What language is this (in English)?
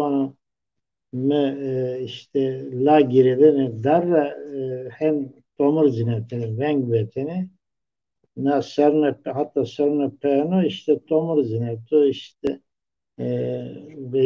Zaza